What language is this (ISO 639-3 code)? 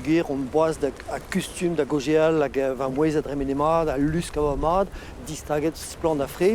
bre